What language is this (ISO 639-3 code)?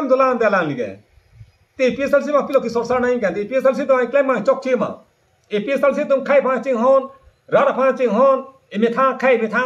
mjw